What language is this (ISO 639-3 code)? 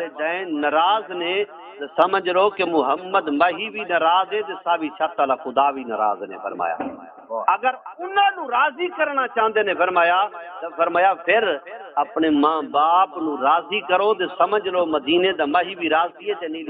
skr